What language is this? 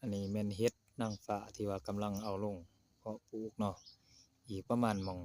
Lao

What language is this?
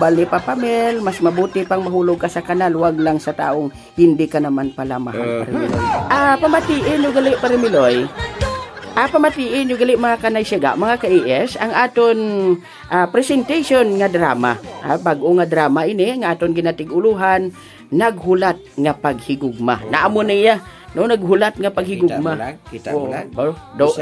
Hiligaynon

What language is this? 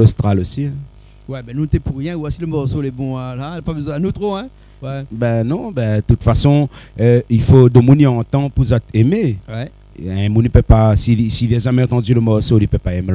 Réunion Creole French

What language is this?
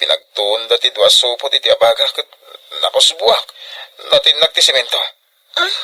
Iloko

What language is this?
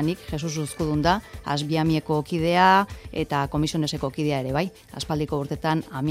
Basque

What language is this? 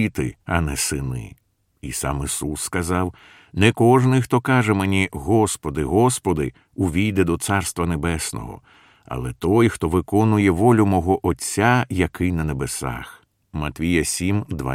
Ukrainian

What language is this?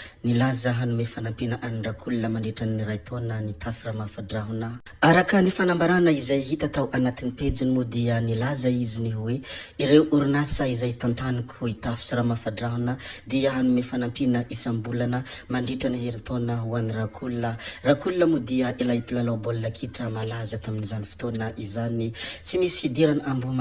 Malagasy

